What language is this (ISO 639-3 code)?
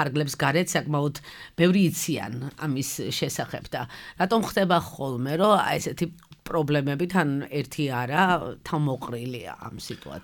kat